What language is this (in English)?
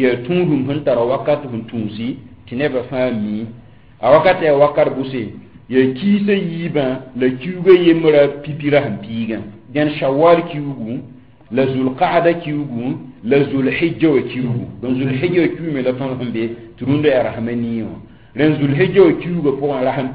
Mossi